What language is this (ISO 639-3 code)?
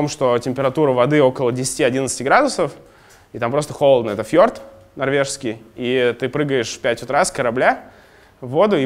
rus